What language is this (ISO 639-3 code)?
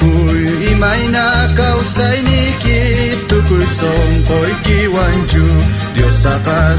quh